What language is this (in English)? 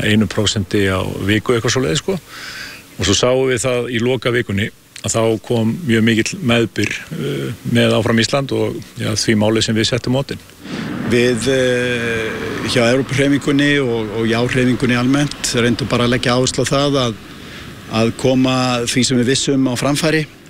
Icelandic